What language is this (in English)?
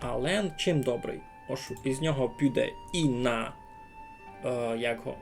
Rusyn